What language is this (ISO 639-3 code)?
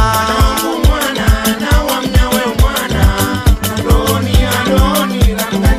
swa